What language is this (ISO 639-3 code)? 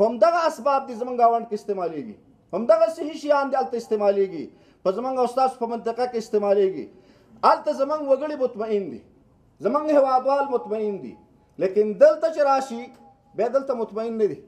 pus